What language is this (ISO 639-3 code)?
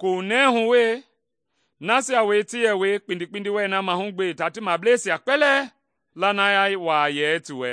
men